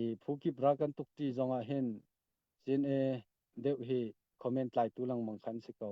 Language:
Hakha Chin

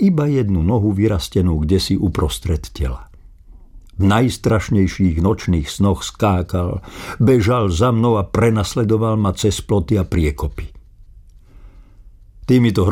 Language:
Slovak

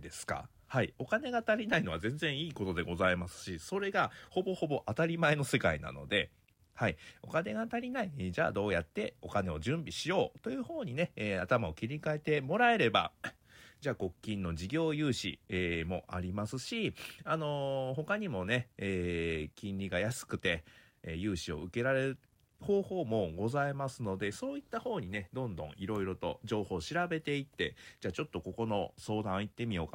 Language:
Japanese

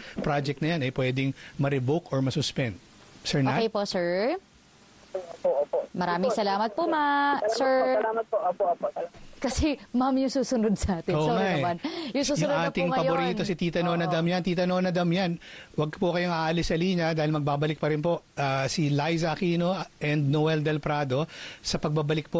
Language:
Filipino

